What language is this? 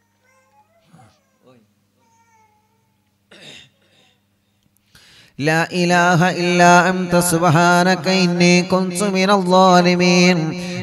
Malayalam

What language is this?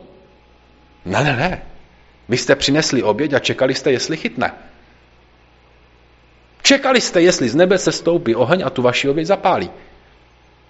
Czech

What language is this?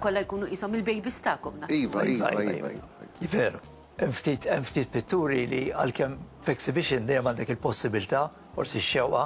Maltese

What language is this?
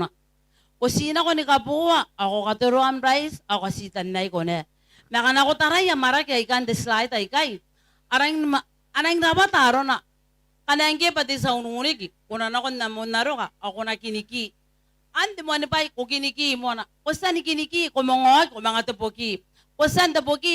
Gilbertese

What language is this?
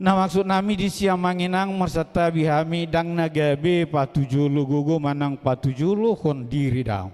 Batak Toba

